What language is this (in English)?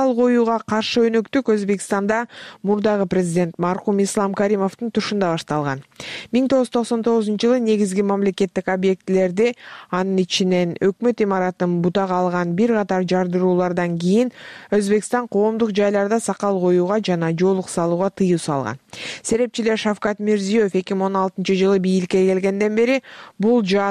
Kyrgyz